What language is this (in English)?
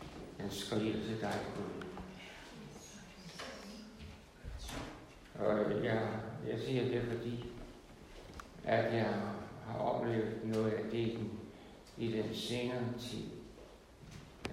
Danish